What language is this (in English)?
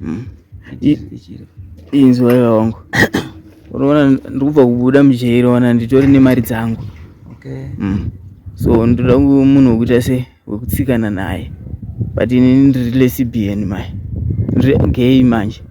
Shona